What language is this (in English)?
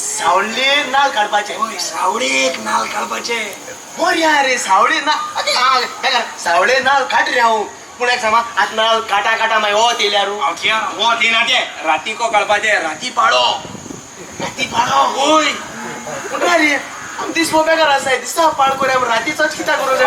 Konkani